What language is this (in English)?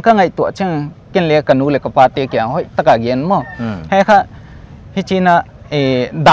Paite Chin